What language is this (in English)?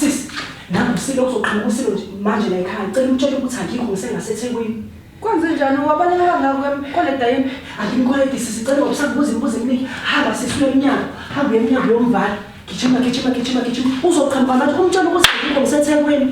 Zulu